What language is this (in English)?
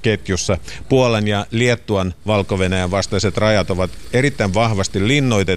Finnish